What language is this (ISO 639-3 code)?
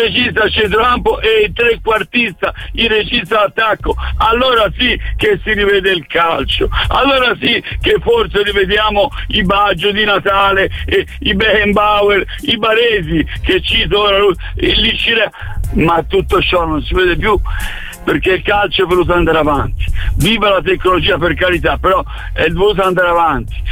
ita